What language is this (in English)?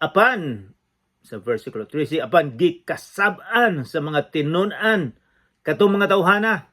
Cebuano